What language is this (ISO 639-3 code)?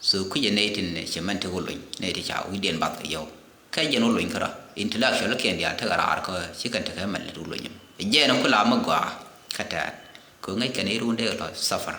nus